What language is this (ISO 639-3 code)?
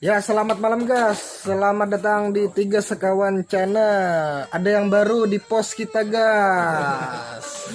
bjn